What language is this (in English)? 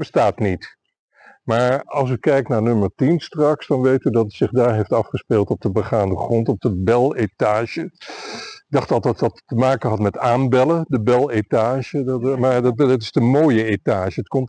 Dutch